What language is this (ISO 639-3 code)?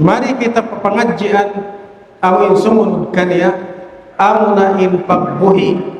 tsg